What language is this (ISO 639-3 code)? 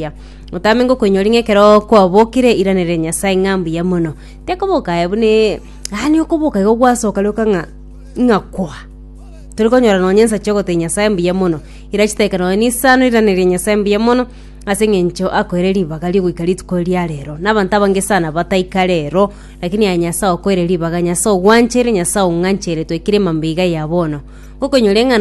guz